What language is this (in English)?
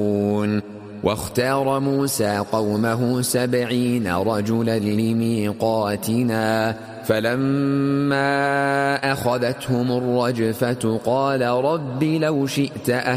Arabic